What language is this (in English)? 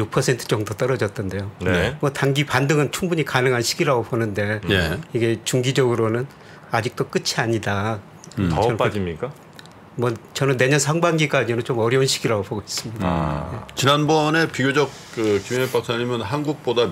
Korean